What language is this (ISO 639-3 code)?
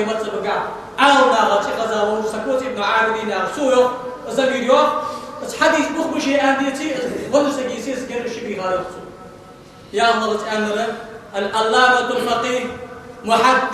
inh